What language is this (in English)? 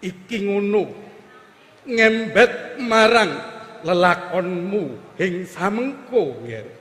Javanese